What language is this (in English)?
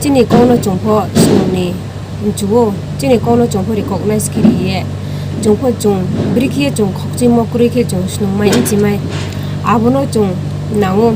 Riang (India)